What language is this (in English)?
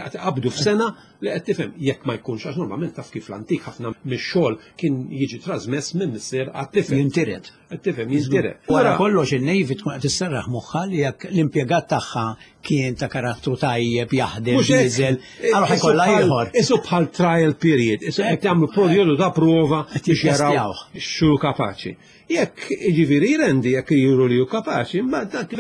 Maltese